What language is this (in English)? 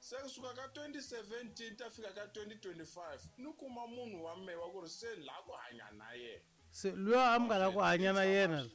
Tsonga